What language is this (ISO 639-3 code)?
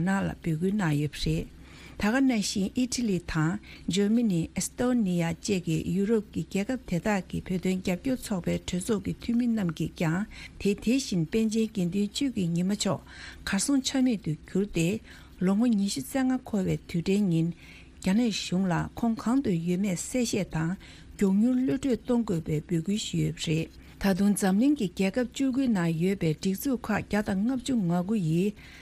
bod